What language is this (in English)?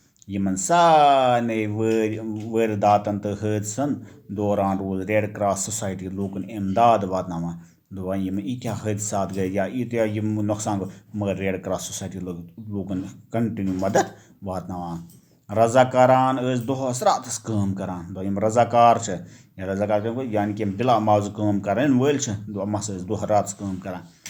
Kashmiri